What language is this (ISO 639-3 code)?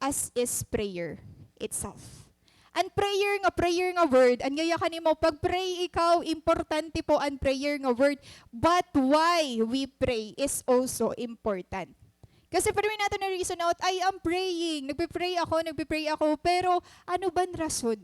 war